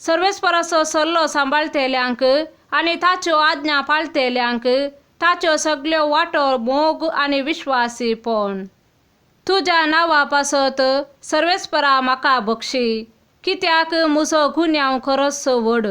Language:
Konkani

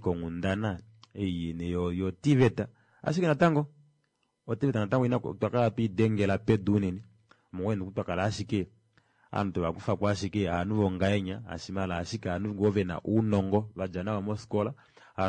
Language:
Kuanyama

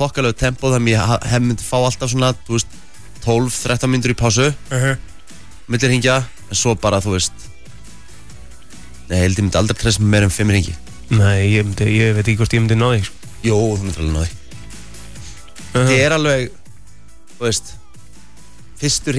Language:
Icelandic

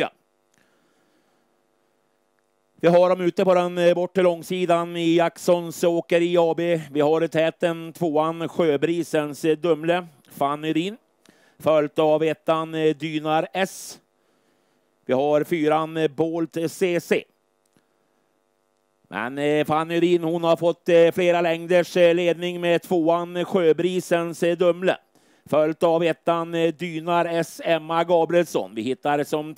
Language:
Swedish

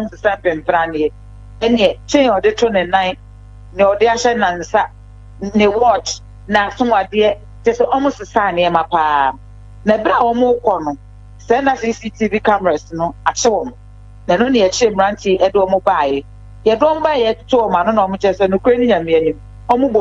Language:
Akan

